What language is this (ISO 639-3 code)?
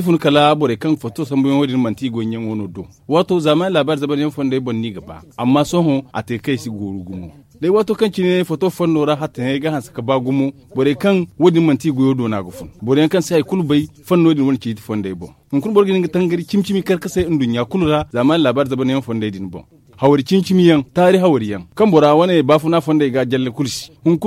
dje